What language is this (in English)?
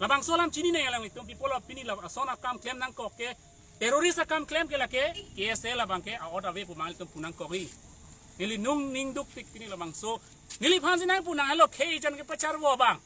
Karbi